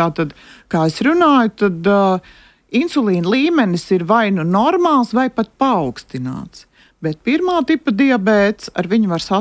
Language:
Latvian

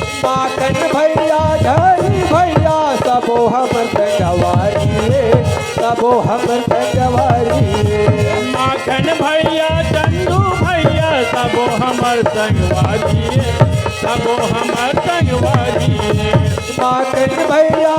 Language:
Chhattisgarhi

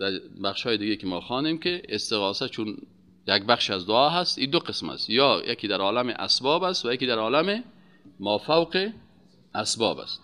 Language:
Persian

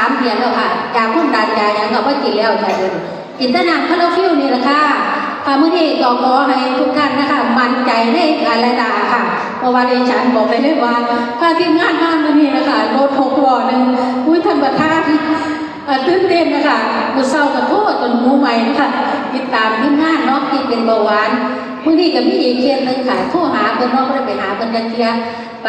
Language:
Northeastern Thai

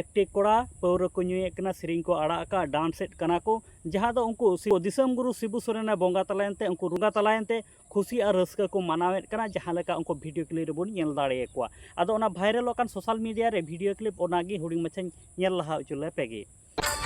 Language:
Santali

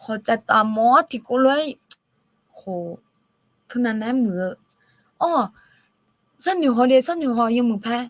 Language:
Akha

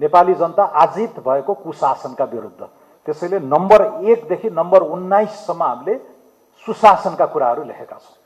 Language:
Nepali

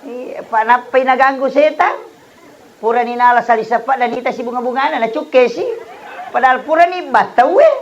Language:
Buginese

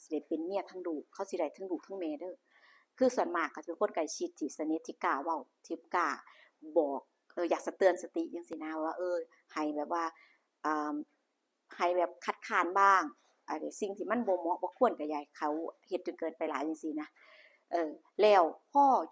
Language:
Lao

